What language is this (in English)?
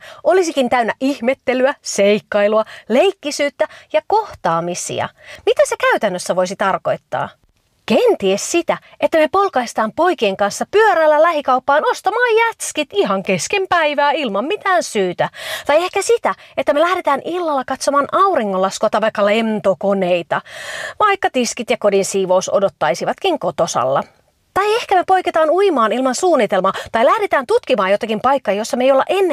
Finnish